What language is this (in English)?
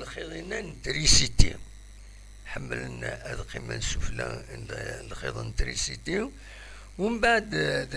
Kabyle